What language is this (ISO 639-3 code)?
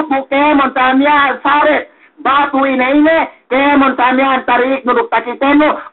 yka